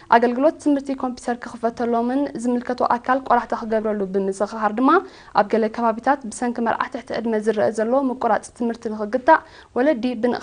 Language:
Tigrinya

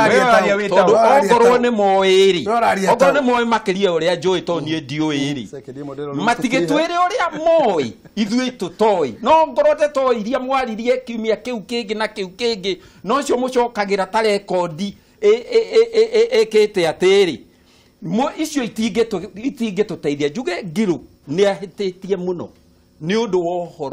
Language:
Kikuyu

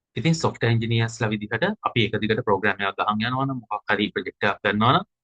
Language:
Sinhala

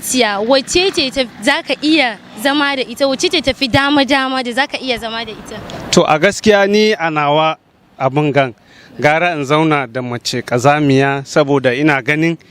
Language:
Hausa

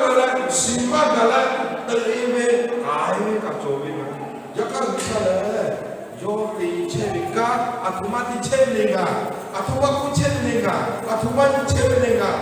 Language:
Lahu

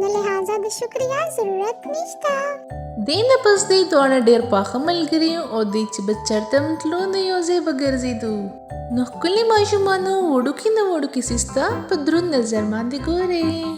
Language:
Pashto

